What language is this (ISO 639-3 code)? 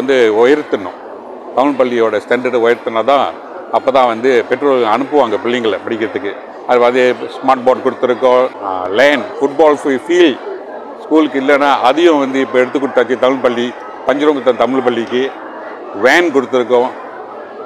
tam